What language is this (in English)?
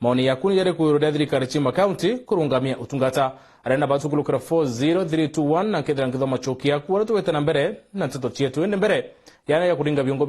Meru